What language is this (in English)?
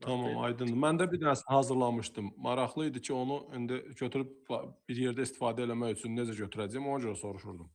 Azerbaijani